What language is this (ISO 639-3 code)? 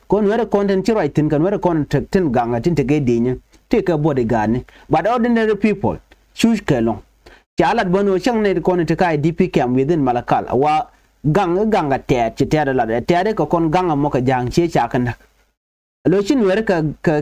nus